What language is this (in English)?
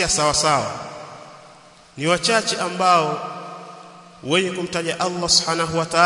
Swahili